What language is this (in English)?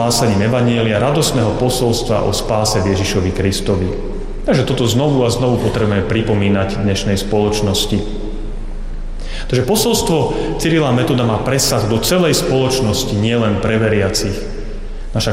Slovak